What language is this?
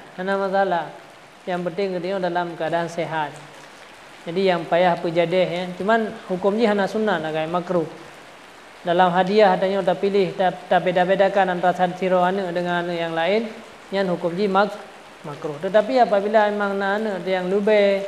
Achinese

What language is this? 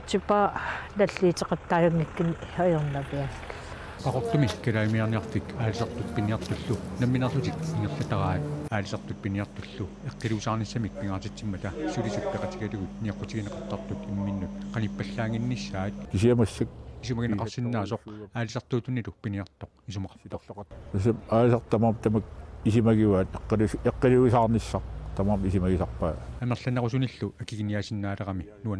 Kalaallisut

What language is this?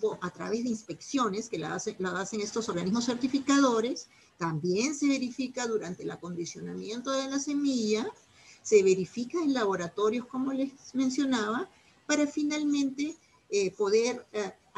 Spanish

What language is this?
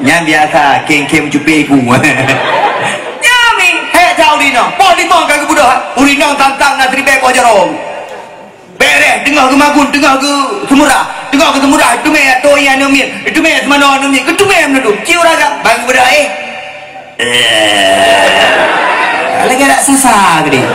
Achinese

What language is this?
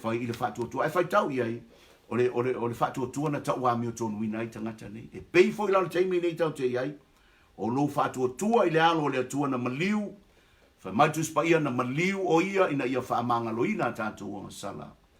Samoan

